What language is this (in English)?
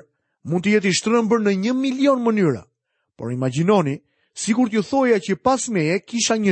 Albanian